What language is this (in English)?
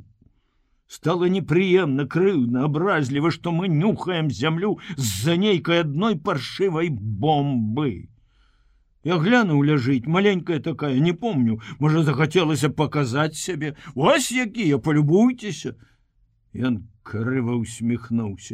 Belarusian